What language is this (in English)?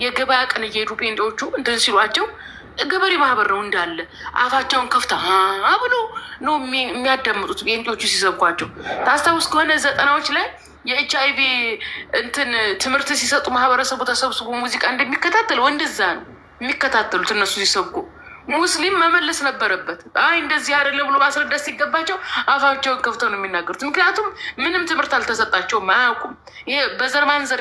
Amharic